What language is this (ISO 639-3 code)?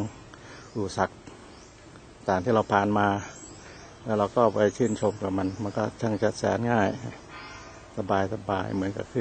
tha